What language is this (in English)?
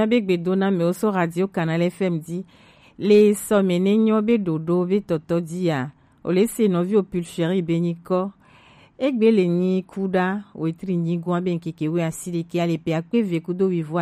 Gen